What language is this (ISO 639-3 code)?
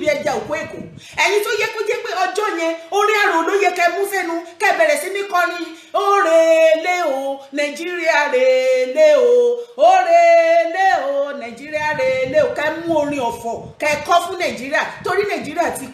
yor